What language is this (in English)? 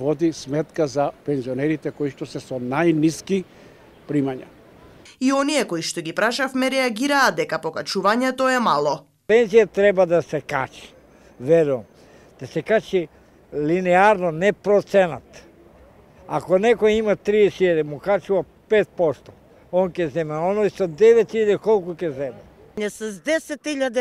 Macedonian